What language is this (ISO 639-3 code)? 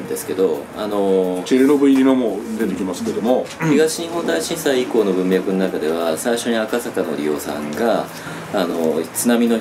jpn